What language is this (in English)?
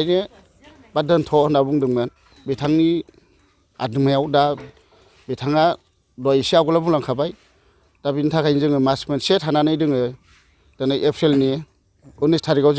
Bodo